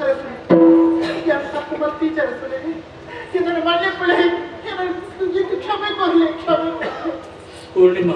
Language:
Tulu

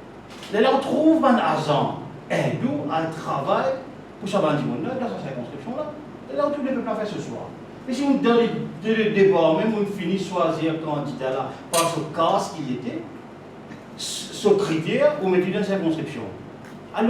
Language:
Morisyen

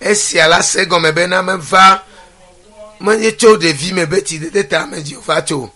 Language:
Ewe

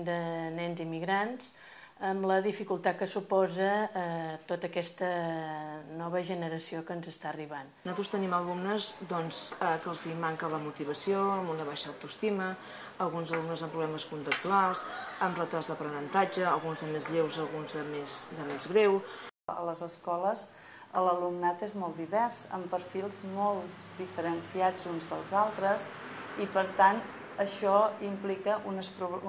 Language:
Catalan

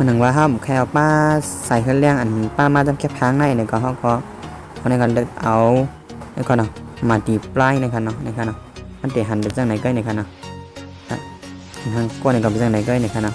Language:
Shan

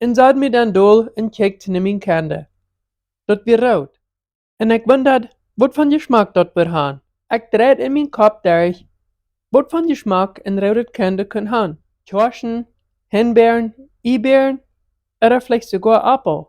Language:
Plautdietsch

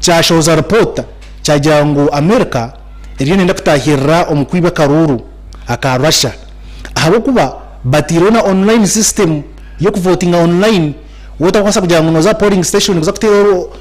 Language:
Nyankole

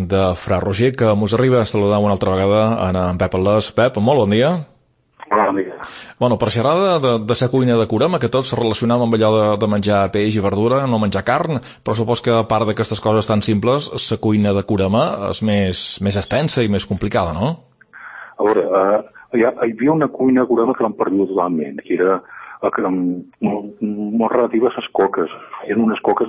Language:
Catalan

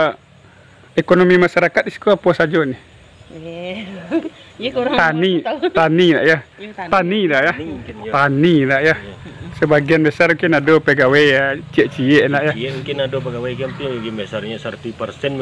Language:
Minangkabau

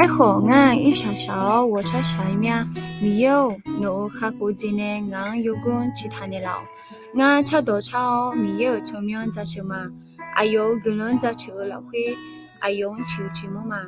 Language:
Akha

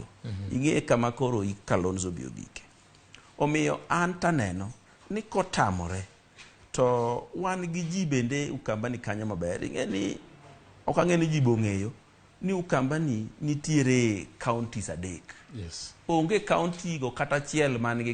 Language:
Luo (Kenya and Tanzania)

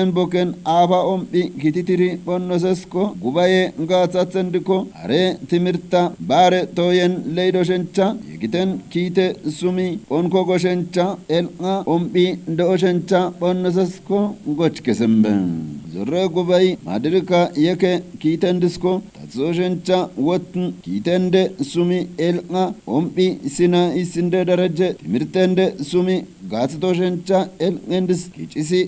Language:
Kafa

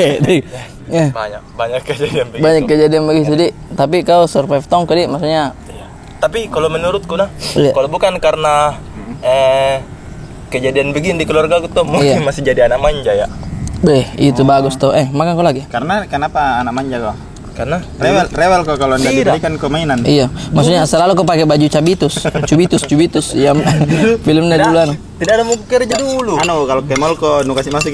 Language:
Makassar Malay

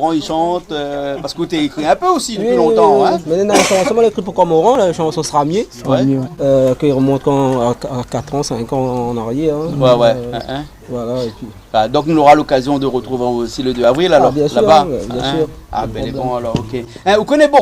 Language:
Réunion Creole French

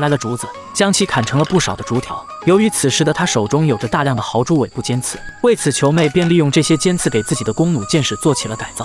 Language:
Chinese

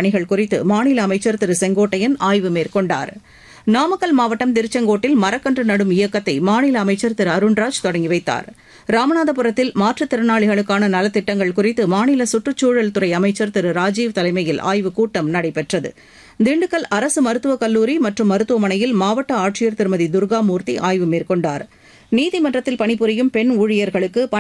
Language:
Tamil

